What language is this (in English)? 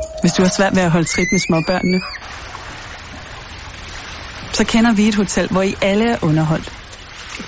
Danish